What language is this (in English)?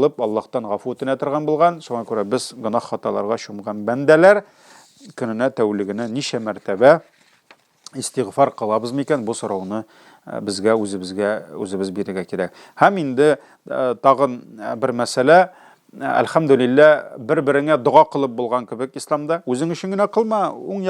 Tatar